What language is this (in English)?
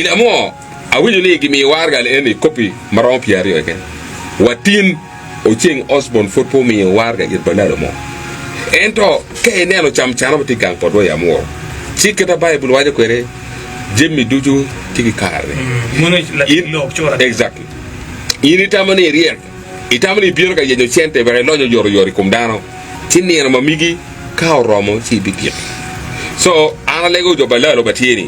Acoli